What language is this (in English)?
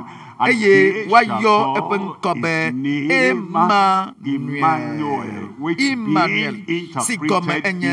Ewe